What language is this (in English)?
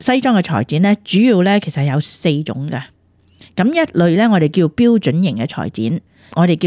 Cantonese